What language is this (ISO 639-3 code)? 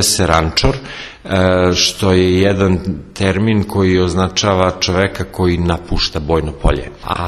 srp